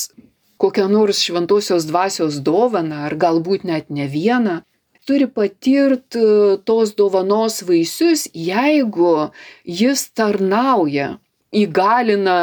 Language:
Lithuanian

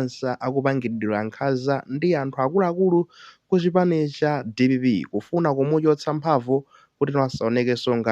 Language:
Nyanja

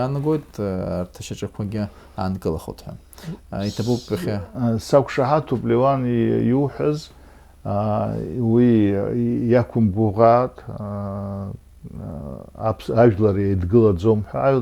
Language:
Abkhazian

